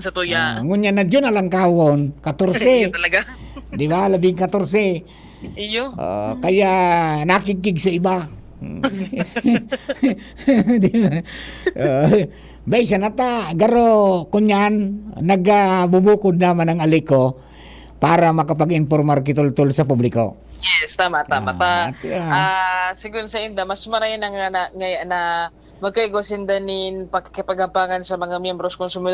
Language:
Bikol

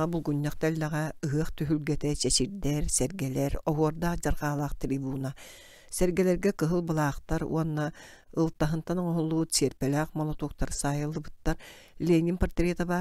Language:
Yakut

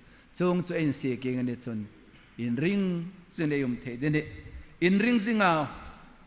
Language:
Hmar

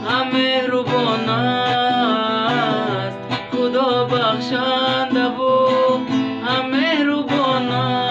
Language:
Tajik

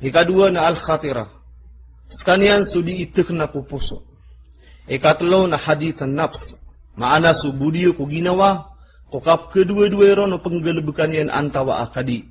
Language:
Maranao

